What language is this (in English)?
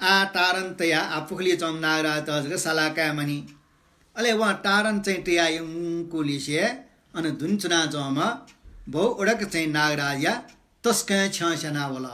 Newari